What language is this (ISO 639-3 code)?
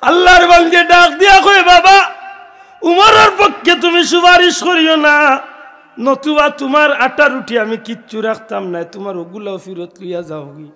syl